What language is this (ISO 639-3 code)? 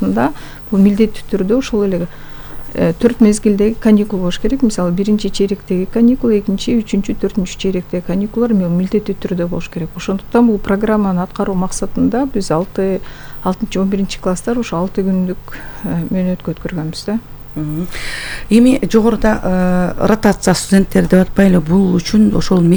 kir